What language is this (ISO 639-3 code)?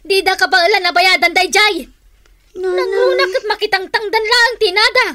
ilo